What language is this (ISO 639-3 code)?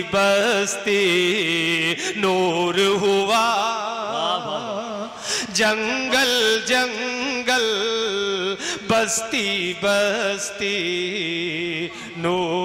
urd